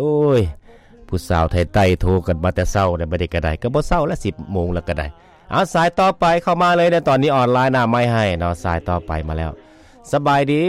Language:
Lao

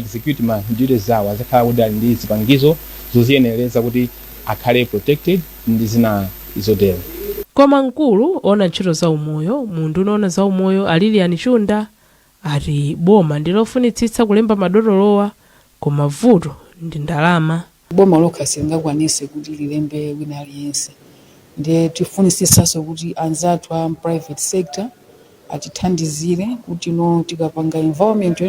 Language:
Nyanja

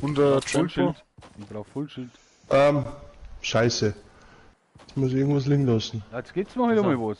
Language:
Bavarian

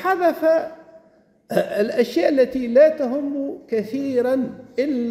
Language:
Arabic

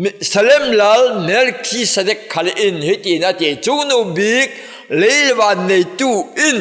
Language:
Falam Chin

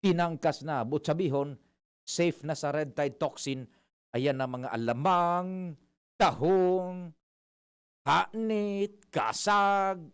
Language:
Bikol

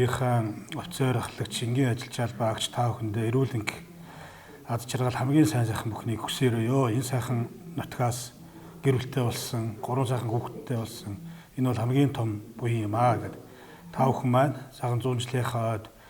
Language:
Mongolian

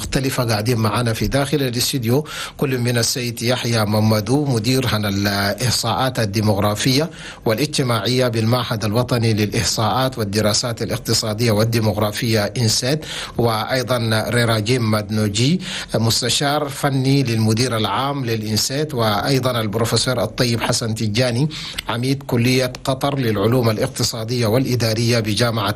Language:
Chadian Arabic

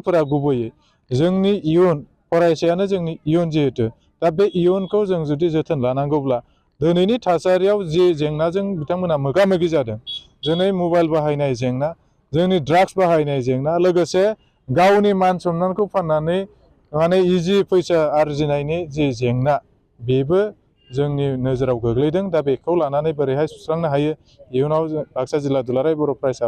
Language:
Bodo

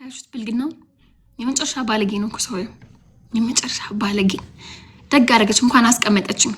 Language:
Amharic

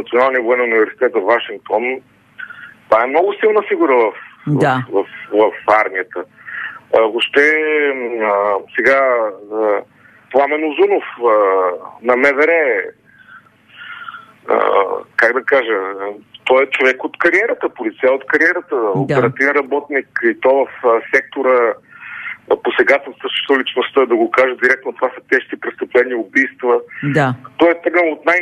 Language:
Bulgarian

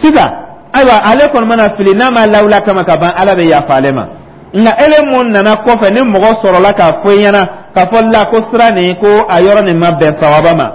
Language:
Dyula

